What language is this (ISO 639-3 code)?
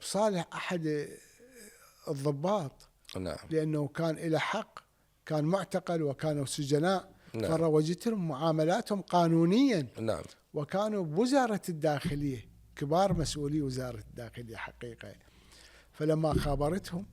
acm